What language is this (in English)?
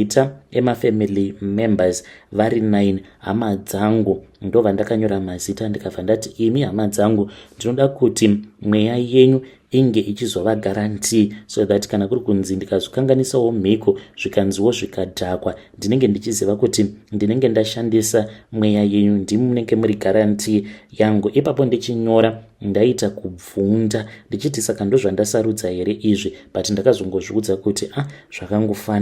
Shona